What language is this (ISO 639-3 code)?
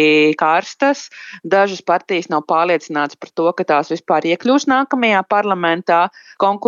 lav